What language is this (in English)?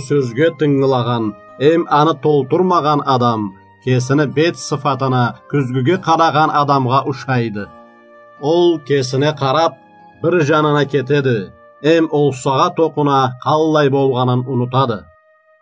Karachay-Balkar